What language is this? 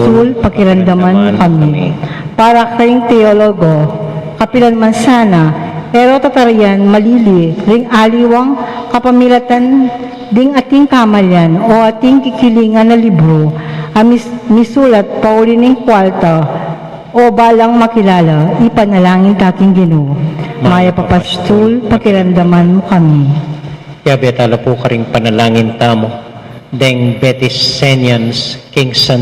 Pampanga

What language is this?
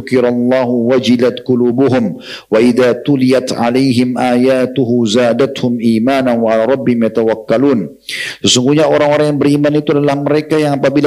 Indonesian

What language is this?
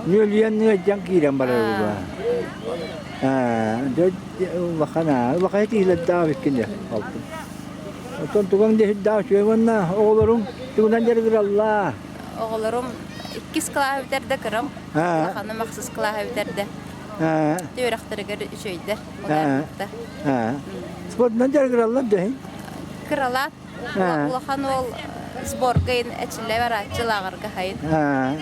Yakut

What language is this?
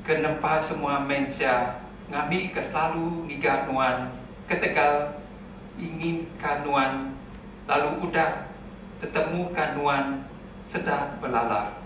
Iban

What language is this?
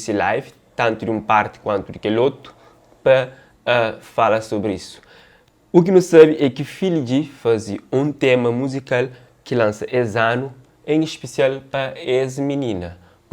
Kabuverdianu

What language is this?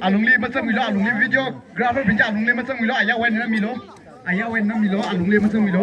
Tangkhul Naga (India)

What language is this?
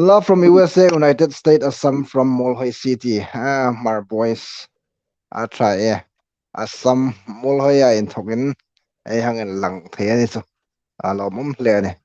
Hmar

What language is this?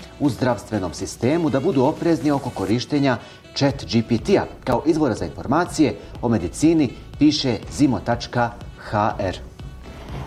Bosnian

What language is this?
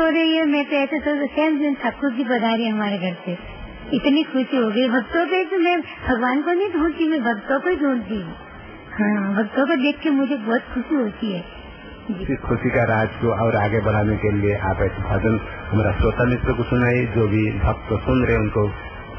Hindi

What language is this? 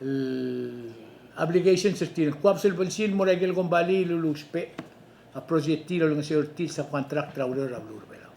Palauan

